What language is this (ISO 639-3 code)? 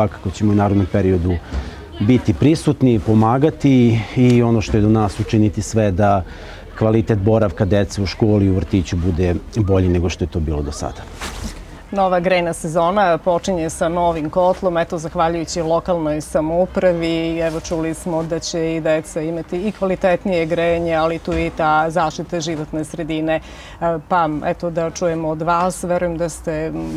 srp